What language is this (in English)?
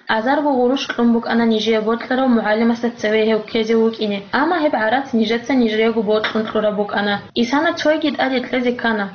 Avaric